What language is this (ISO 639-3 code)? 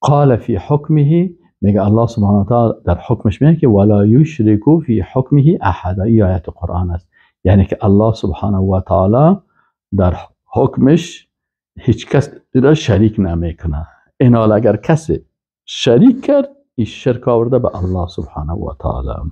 fas